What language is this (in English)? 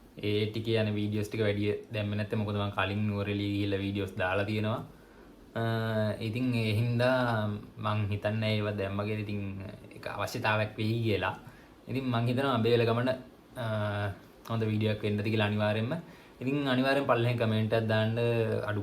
Sinhala